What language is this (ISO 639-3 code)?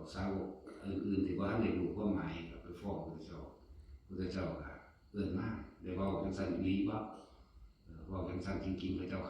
tts